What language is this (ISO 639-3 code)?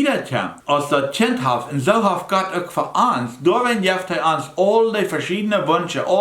pdt